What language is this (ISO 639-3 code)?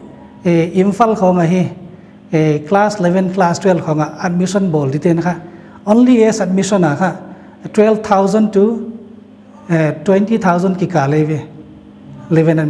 pck